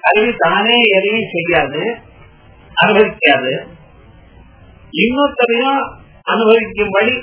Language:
Tamil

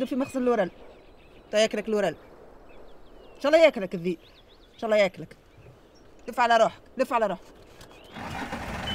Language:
Tunisian Arabic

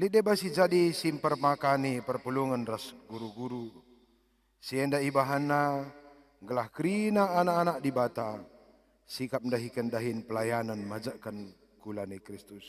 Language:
Batak Karo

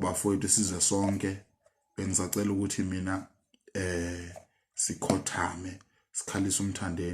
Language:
Zulu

